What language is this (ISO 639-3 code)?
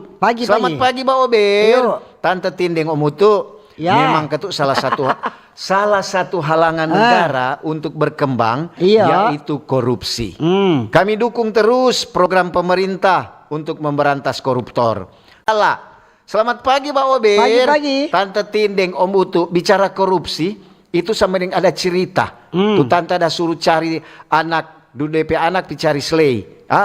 xmm